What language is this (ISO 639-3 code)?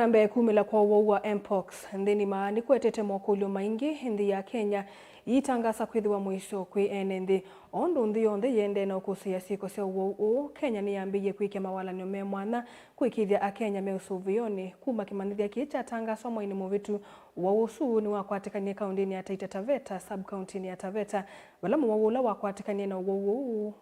kam